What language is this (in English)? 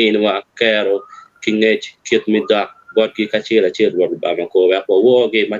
Acoli